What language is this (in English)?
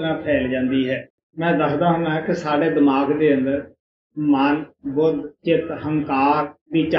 Punjabi